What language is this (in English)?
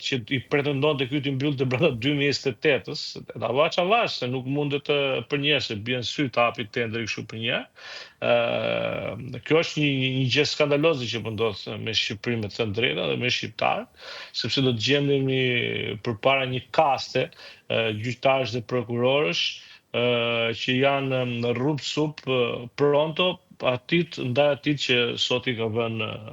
Albanian